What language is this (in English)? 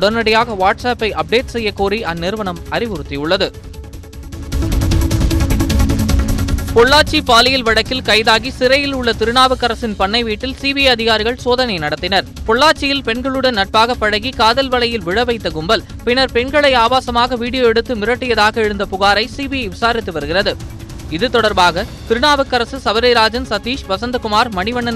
Tamil